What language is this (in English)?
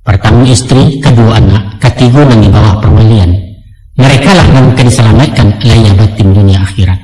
Minangkabau